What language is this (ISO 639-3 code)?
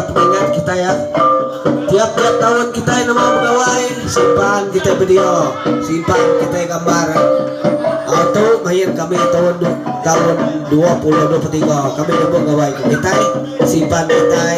iba